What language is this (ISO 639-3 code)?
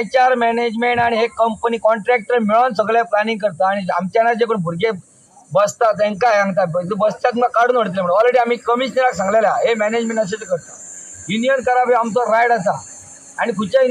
kok